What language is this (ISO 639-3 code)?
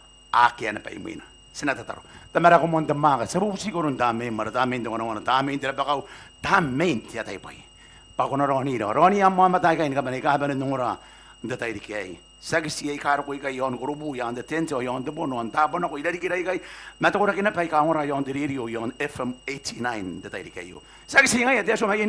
gil